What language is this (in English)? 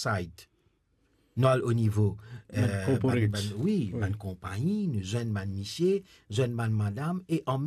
Morisyen